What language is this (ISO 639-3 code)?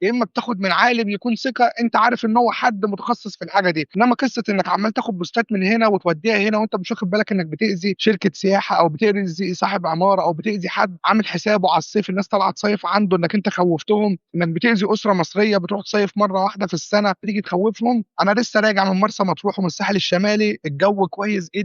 arz